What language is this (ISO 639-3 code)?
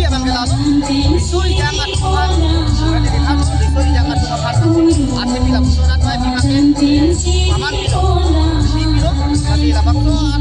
mjw